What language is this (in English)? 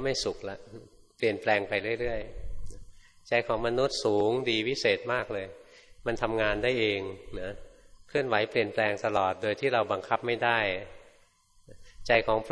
Thai